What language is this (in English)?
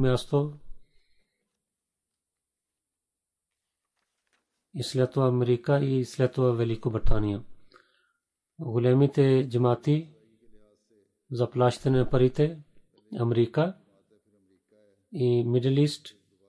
Bulgarian